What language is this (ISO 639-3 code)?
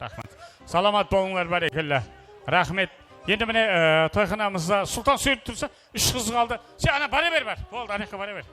kaa